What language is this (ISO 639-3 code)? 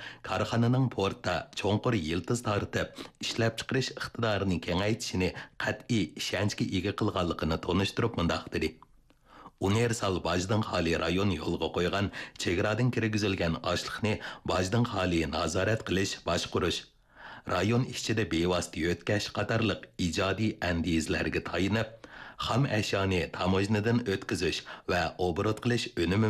uig